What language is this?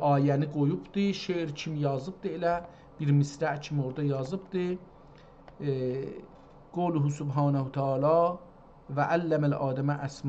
South Azerbaijani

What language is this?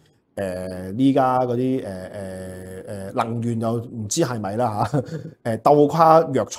Cantonese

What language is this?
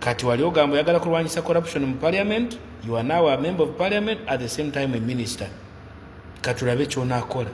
Ganda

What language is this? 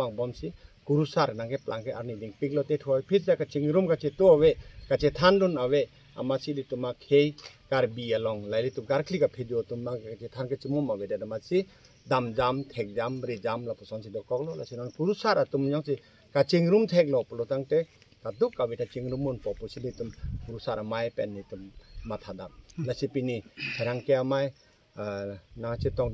Karbi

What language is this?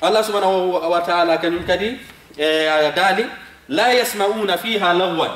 Fula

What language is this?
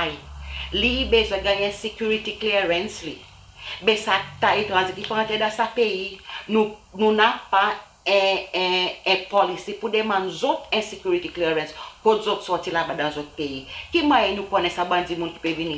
Seselwa Creole French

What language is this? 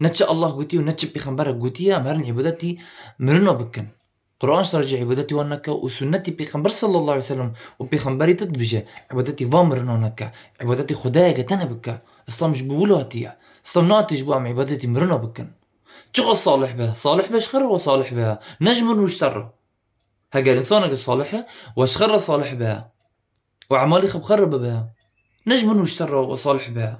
Kurdish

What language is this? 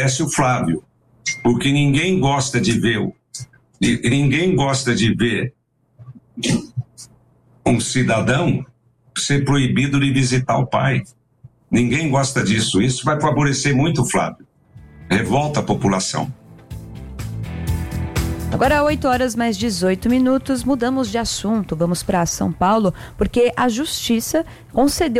Portuguese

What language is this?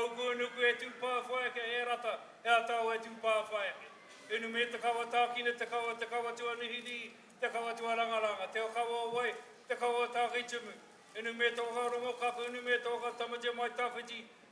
Māori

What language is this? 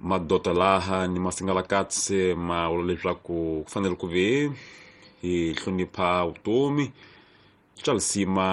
Tsonga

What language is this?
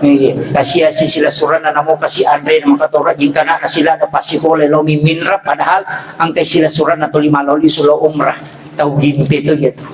Buginese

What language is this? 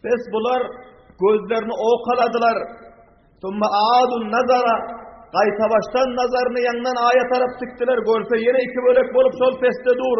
Turkmen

